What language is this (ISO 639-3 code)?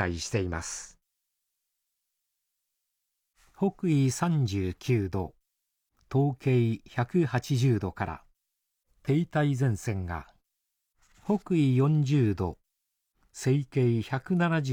jpn